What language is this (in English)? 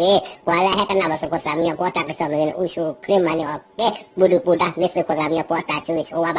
S'gaw Karen